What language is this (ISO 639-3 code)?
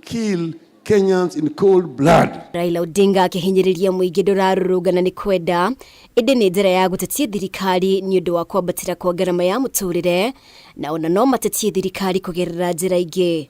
kik